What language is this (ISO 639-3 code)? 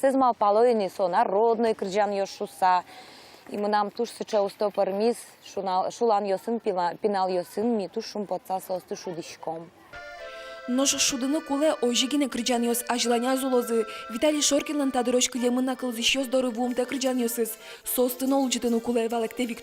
udm